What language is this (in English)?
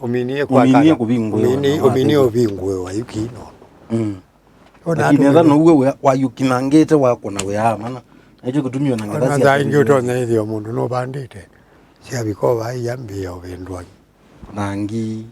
Kamba